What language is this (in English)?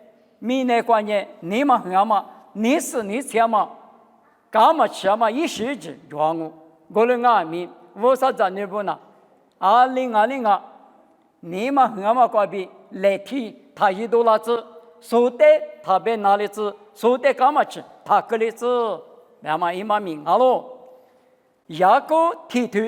Lisu